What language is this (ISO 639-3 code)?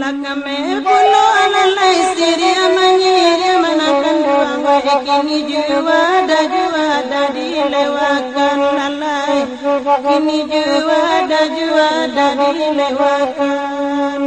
min